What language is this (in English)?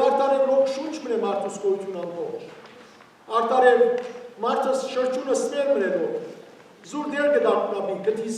Western Armenian